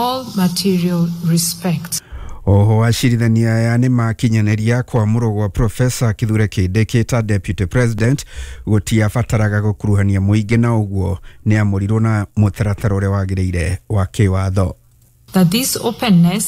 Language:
Kikuyu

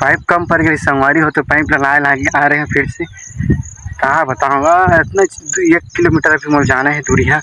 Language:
Chhattisgarhi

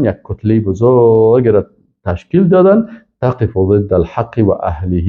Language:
Persian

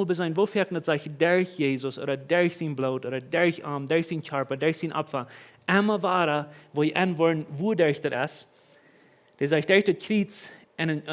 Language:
Plautdietsch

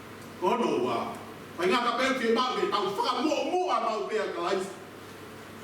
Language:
Tongan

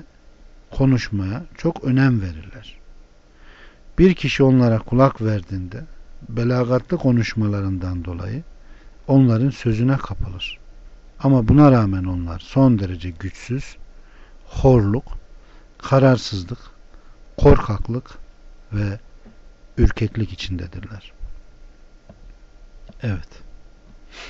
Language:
Turkish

